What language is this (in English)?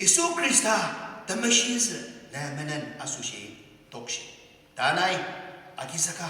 Ao Naga